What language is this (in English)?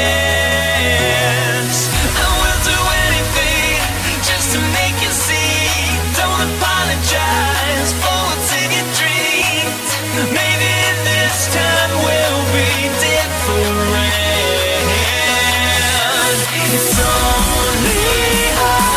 English